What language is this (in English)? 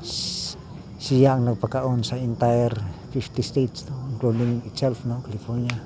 Cebuano